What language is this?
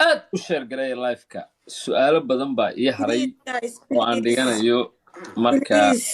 Somali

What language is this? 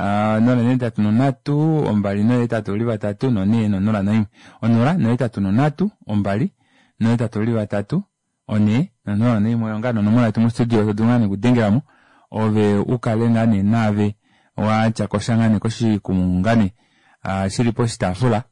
Kuanyama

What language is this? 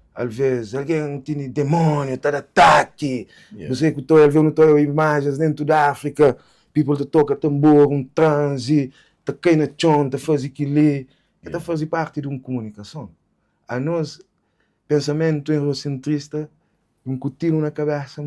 Kabuverdianu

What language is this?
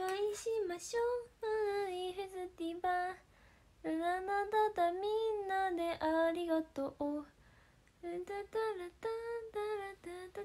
Japanese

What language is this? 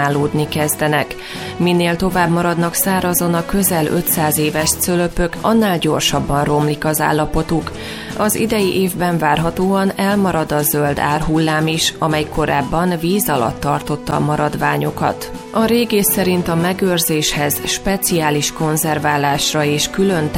Hungarian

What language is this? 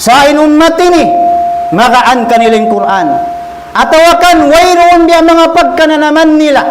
Tausug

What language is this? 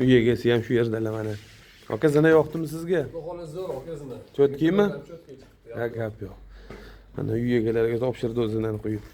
Uzbek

